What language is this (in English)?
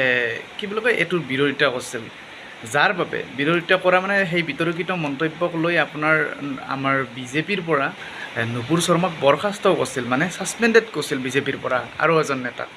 Assamese